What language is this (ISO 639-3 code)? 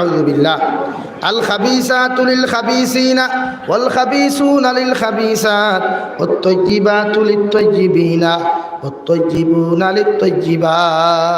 syl